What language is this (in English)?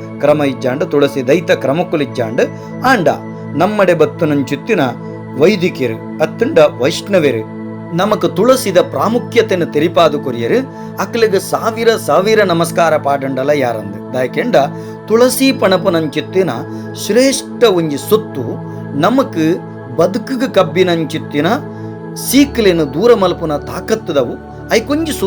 Tulu